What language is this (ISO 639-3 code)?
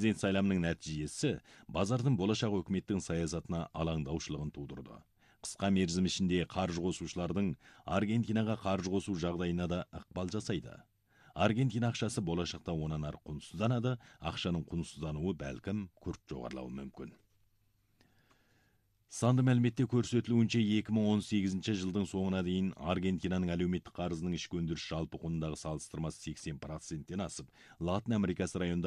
kaz